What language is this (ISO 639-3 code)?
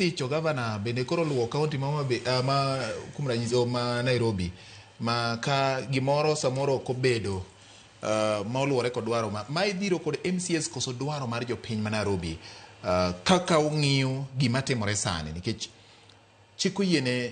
luo